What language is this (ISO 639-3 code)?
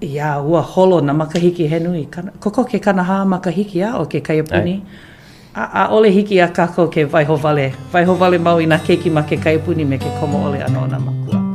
haw